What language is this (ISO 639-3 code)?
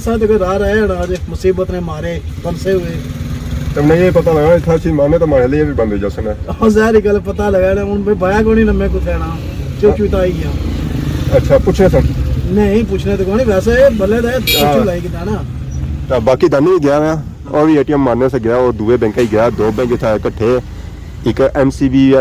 phr